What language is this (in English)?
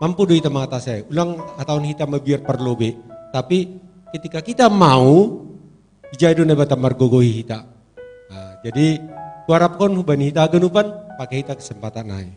Batak Simalungun